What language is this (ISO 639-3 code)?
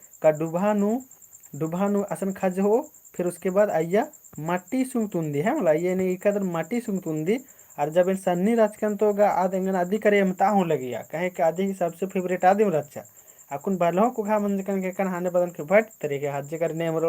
kru